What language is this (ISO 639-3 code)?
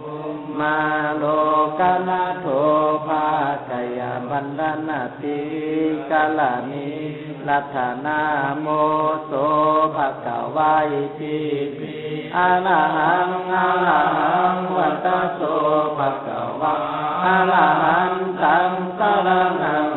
pli